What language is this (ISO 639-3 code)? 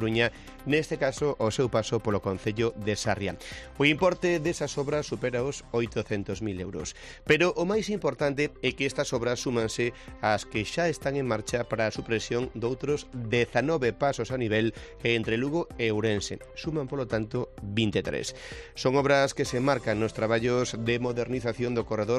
glg